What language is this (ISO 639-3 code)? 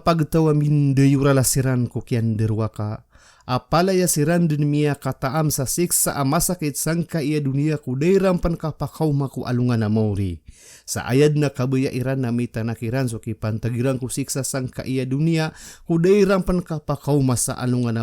mrw